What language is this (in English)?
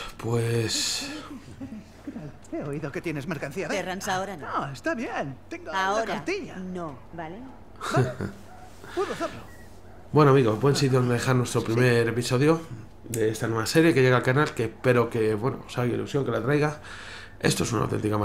Spanish